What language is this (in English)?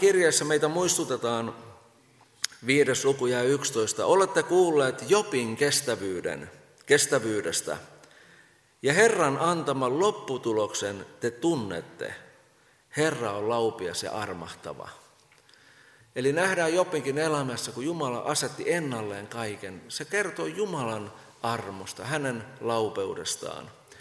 Finnish